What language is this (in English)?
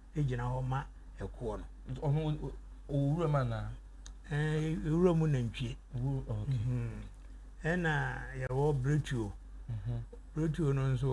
Akan